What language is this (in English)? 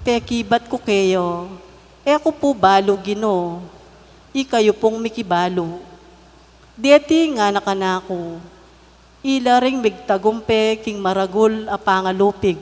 Pampanga